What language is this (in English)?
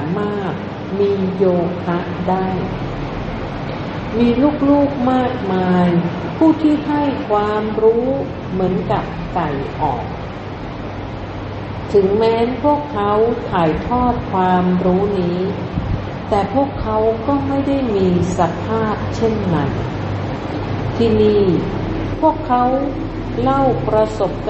Thai